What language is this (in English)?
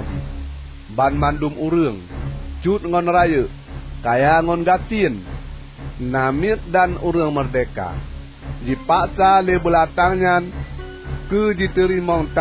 Achinese